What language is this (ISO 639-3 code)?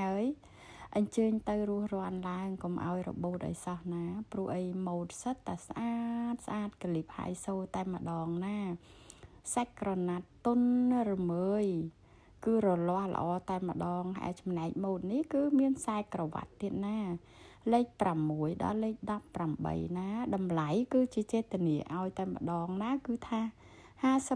khm